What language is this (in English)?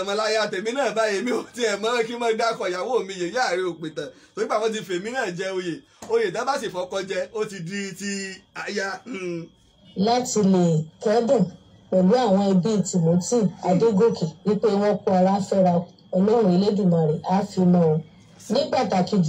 Yoruba